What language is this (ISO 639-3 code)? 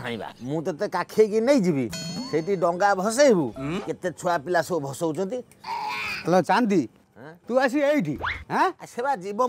ori